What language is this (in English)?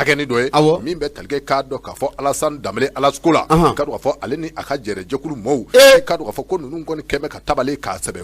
Bambara